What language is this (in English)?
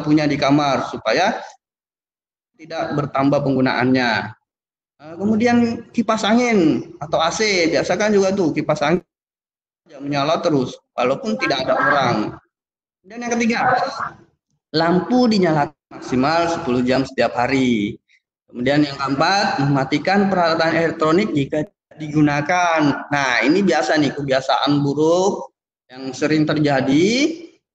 Indonesian